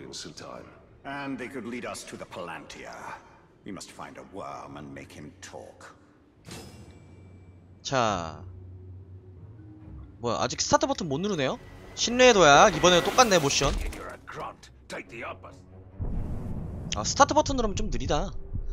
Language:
Korean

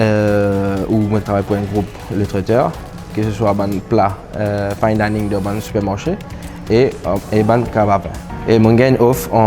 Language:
Morisyen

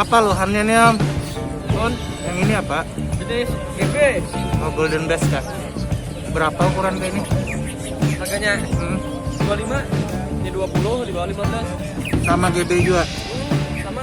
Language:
Banjar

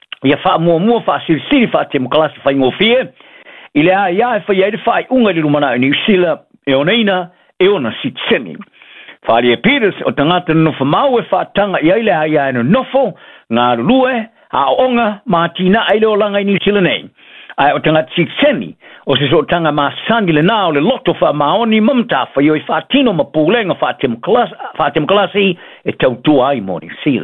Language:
Samoan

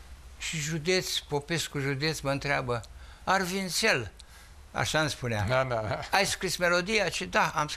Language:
Romanian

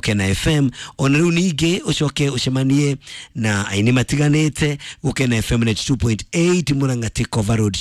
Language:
Kikuyu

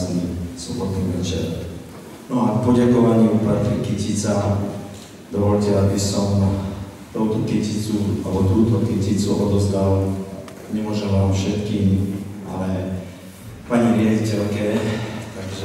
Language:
Slovak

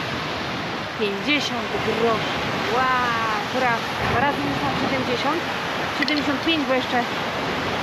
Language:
Polish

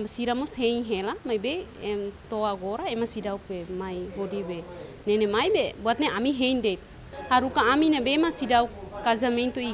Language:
Tetum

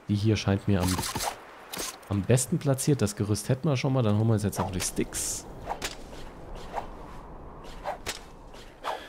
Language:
German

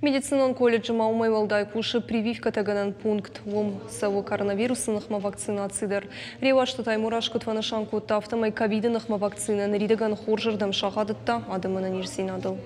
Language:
Ossetic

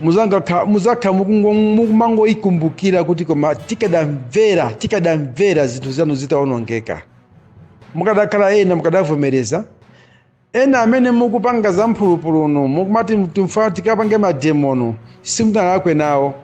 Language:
Nyanja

